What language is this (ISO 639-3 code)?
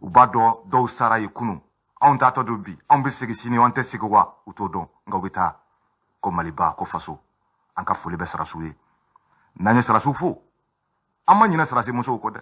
bam